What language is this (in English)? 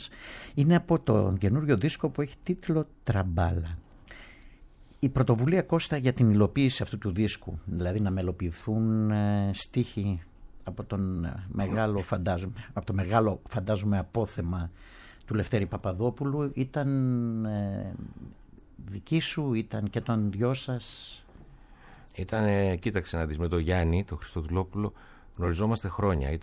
Greek